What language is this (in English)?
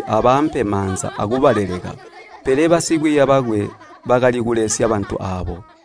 Tonga (Zambia)